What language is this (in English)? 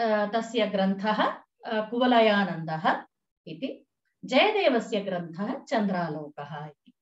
Sanskrit